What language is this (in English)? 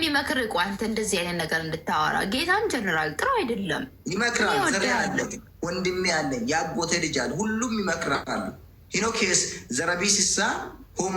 Amharic